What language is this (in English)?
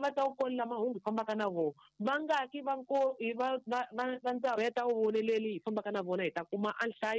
Tsonga